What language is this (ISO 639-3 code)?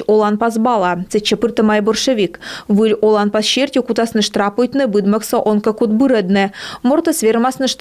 kom